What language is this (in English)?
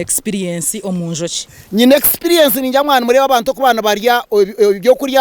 Nyankole